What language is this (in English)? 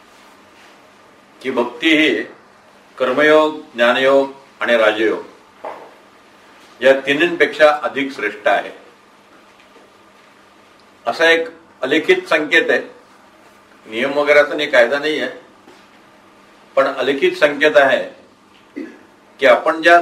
Marathi